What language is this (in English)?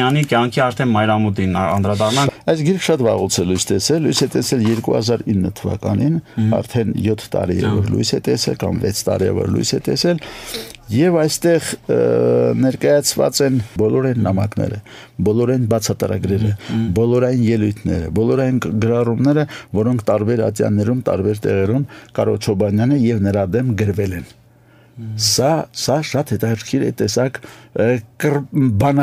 Armenian